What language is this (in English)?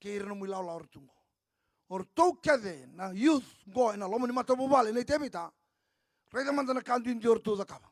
Fijian